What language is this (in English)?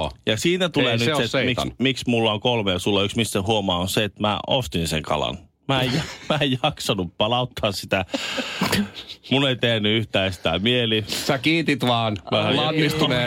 Finnish